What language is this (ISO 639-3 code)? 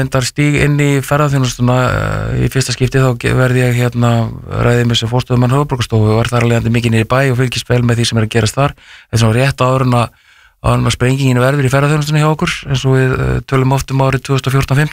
isl